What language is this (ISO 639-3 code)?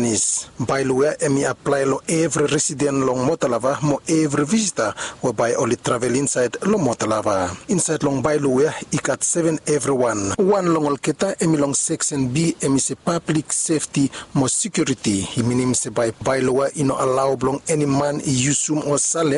bis